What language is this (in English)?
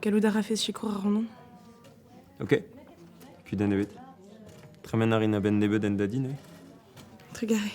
Breton